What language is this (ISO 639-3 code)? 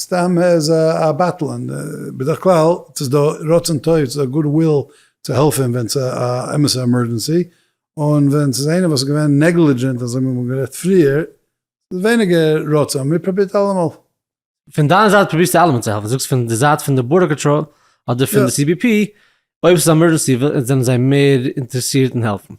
yid